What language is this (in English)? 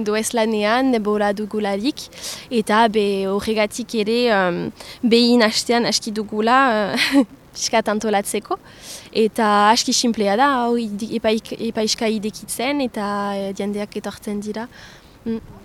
Basque